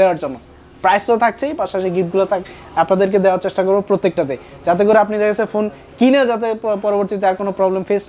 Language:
Bangla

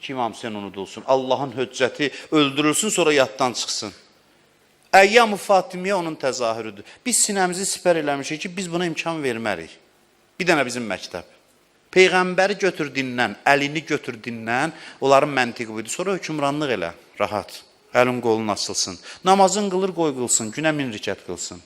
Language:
Azerbaijani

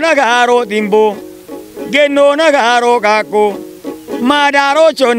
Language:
Kafa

